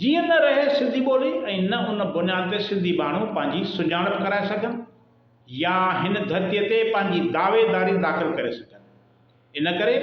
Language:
Sindhi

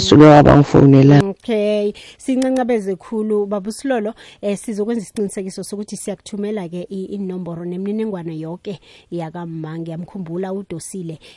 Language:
South Ndebele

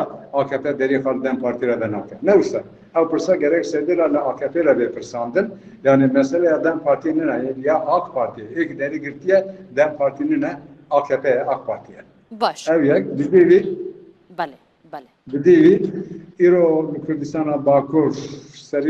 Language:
Kurdish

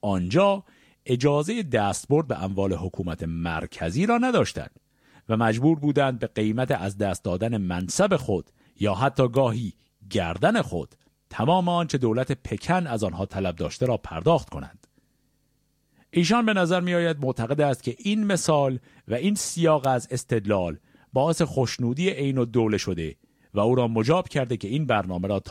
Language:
Persian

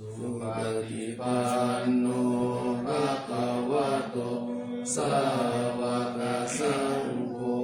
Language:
Pali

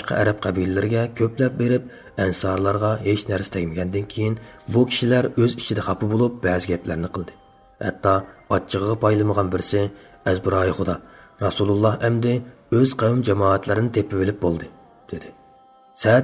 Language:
Uyghur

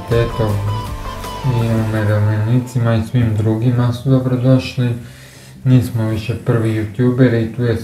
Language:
Croatian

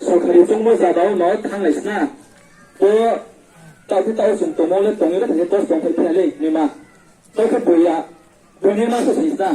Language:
Riang (India)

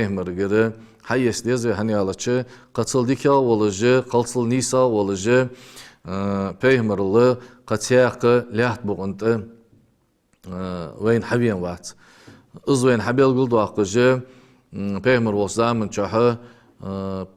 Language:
Ingush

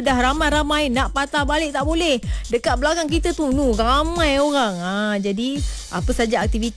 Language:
Malay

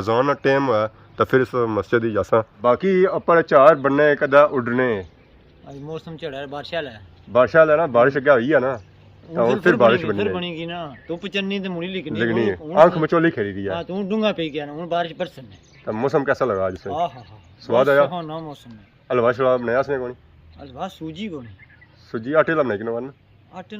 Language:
Pahari-Potwari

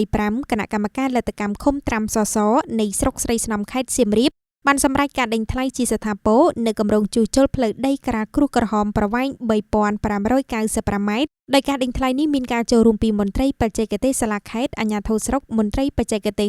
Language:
Khmer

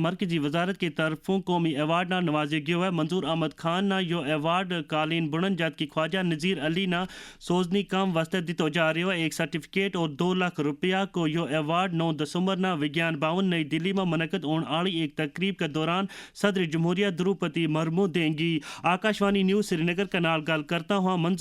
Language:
Gujari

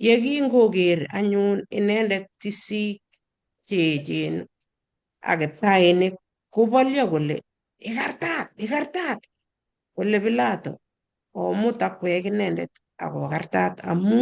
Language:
Kalenjin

